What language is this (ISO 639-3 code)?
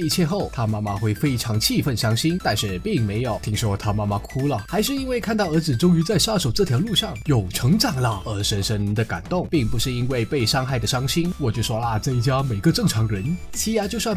zho